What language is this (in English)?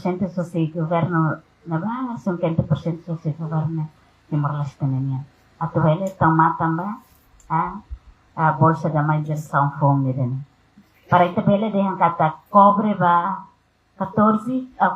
Tetum